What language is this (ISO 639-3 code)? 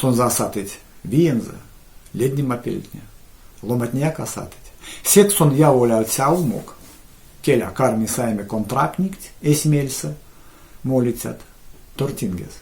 myv